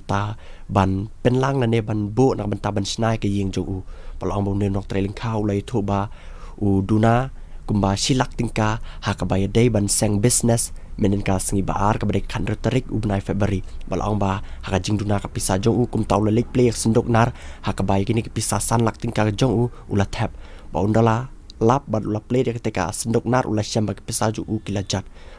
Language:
Khasi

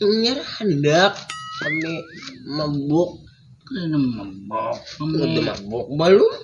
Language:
Banjar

